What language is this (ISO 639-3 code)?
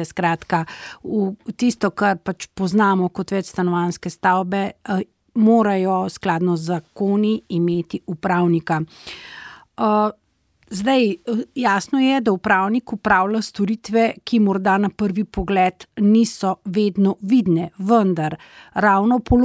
slv